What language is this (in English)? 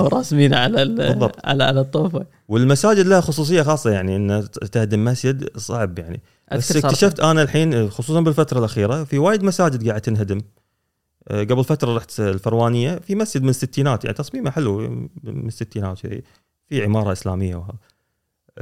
Gulf Arabic